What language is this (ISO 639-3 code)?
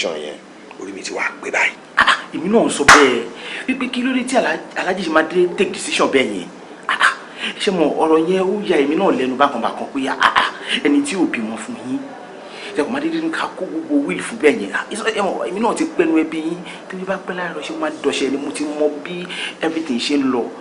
yor